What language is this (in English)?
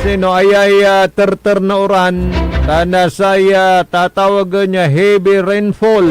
Pangasinan